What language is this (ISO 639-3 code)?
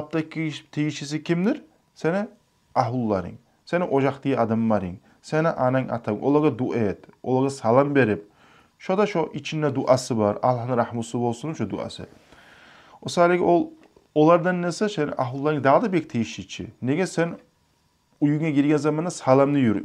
kum